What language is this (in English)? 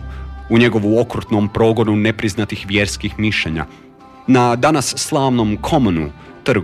Croatian